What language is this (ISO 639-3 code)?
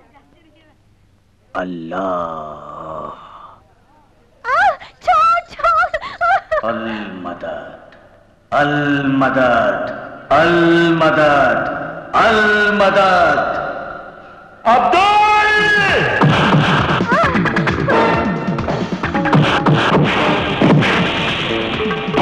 bho